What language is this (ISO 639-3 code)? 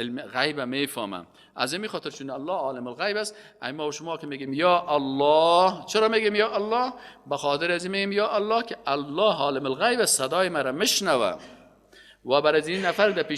fas